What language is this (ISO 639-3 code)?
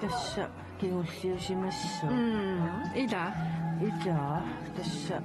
kal